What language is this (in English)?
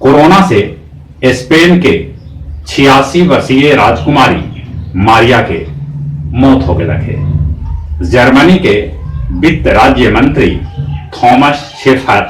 Magahi